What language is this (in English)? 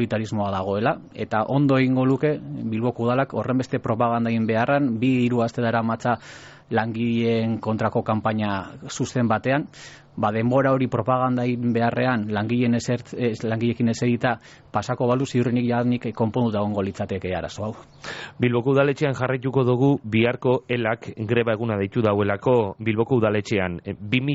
Basque